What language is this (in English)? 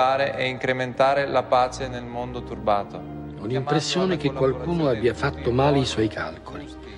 Italian